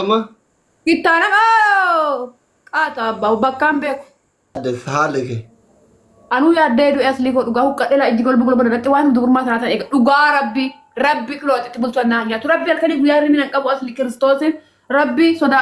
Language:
Oromo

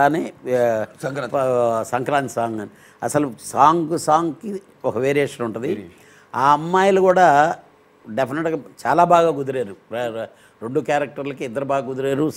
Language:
Telugu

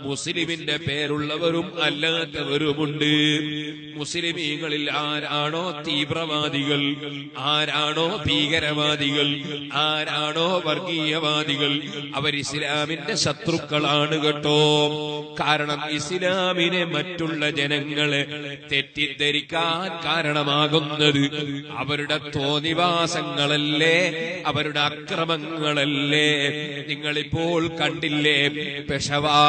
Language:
Malayalam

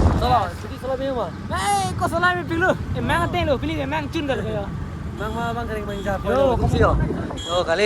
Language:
Karbi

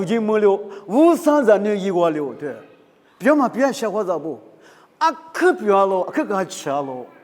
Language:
Lisu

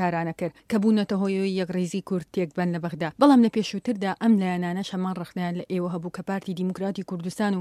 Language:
Central Kurdish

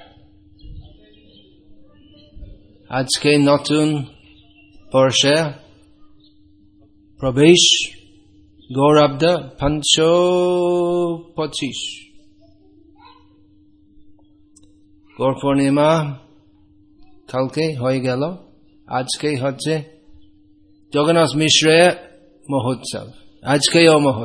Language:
Bangla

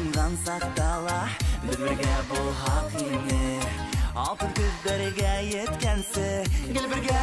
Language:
Bashkir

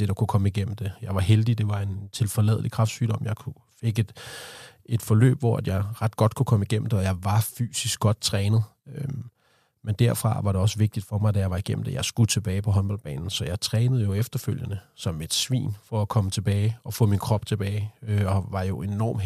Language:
Danish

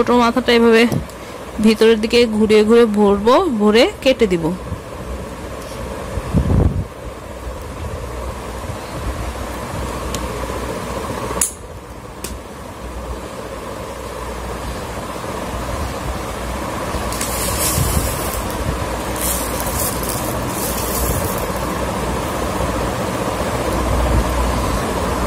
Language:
Bangla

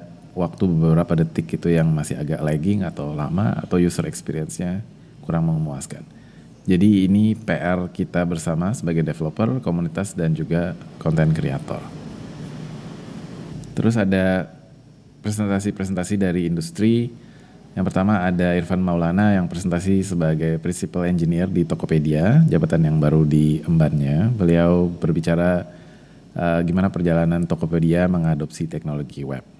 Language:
Indonesian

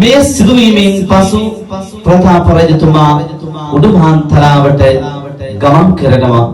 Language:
Sinhala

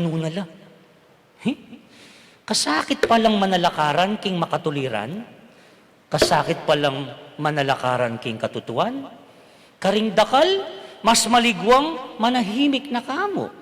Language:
Pampanga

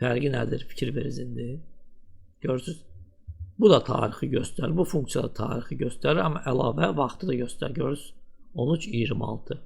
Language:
Azerbaijani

